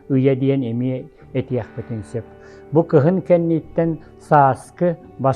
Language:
Yakut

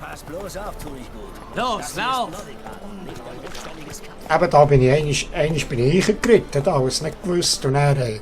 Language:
Swiss German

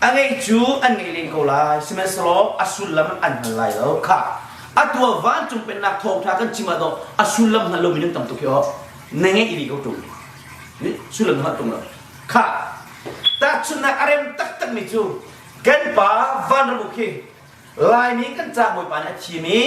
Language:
Hakha Chin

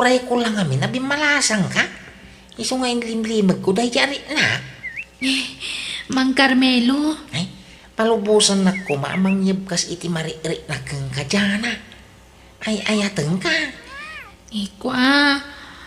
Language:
Iloko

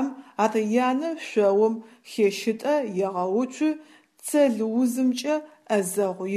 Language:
Adyghe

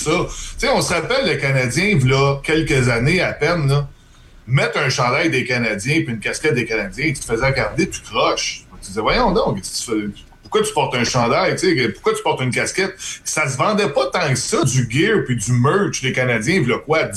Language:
French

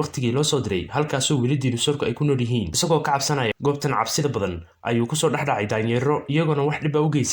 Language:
Somali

